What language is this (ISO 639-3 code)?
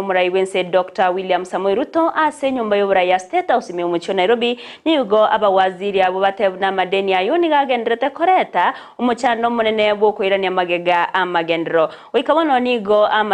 guz